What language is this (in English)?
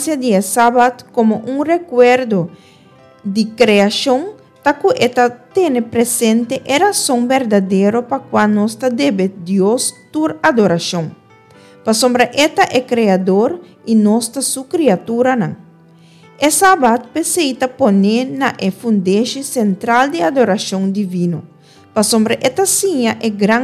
Papiamento